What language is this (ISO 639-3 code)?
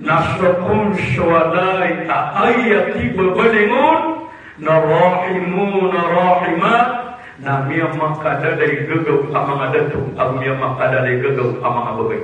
mrw